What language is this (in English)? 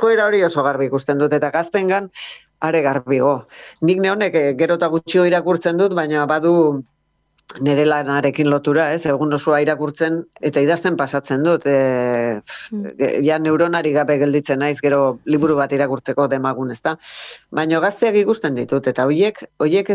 Basque